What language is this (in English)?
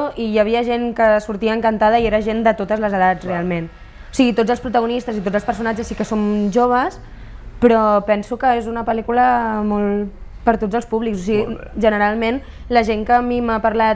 Catalan